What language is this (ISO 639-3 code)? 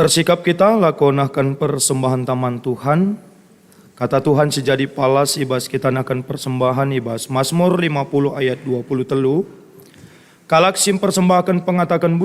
btx